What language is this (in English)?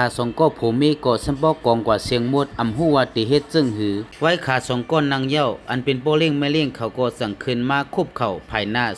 Shan